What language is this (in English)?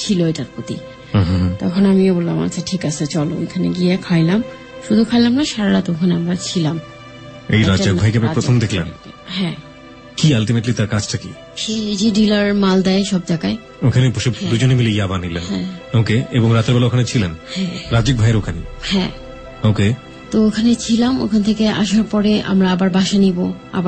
Bangla